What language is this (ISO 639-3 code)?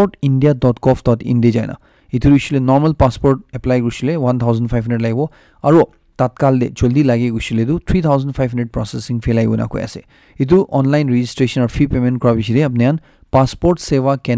nag